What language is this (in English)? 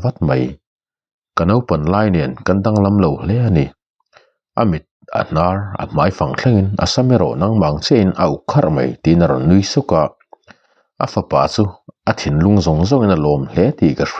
Mizo